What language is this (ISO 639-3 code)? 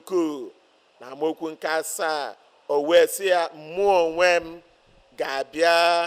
ibo